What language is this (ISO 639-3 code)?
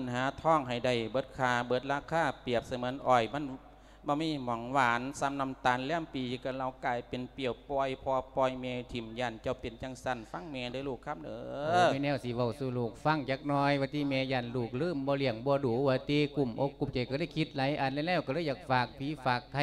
lao